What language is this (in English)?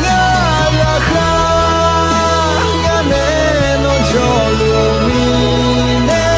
Akha